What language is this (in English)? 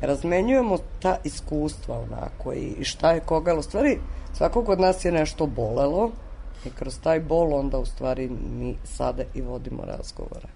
Serbian